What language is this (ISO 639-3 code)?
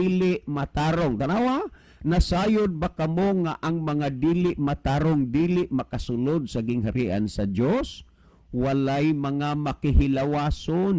ceb